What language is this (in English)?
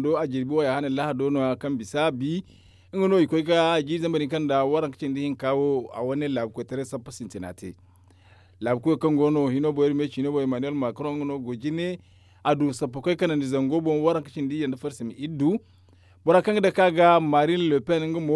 Zarma